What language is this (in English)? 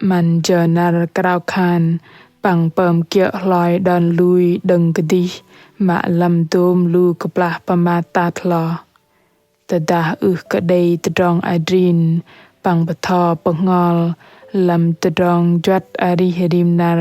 Bahnar